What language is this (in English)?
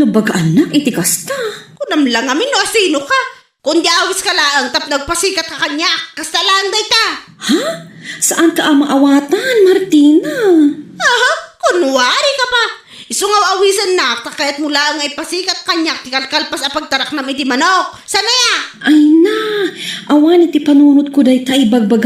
Iloko